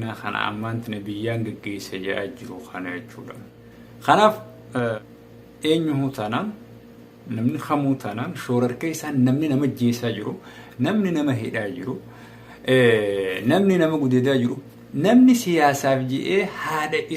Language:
Oromo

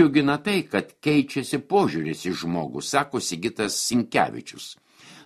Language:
Lithuanian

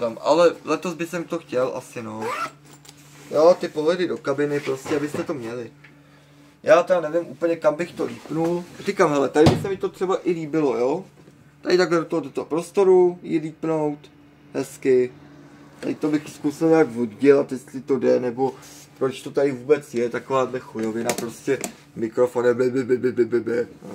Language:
Czech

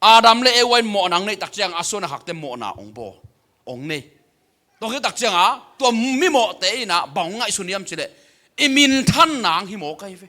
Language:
Tedim Chin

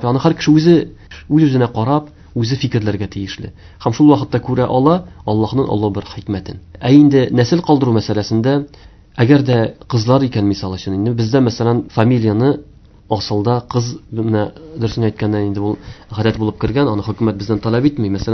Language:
Tatar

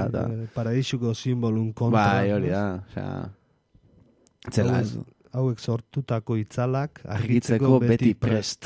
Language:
Basque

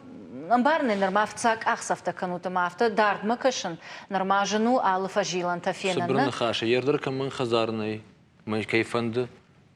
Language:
Ossetic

